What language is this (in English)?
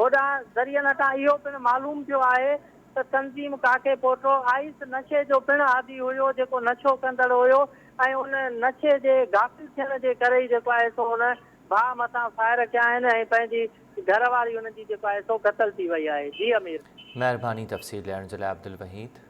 Sindhi